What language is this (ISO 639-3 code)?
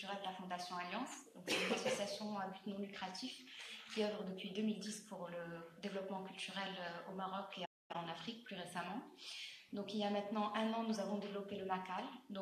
fra